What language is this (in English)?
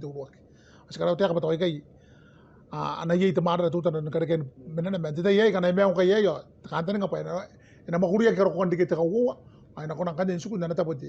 Gilbertese